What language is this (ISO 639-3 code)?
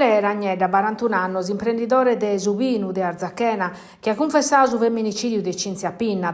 srd